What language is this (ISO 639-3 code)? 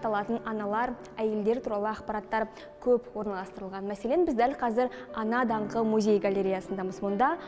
kaz